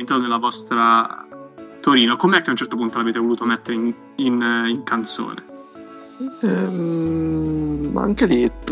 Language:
Italian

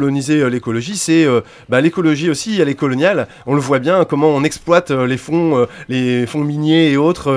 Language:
French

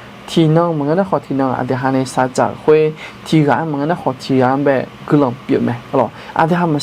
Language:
Akha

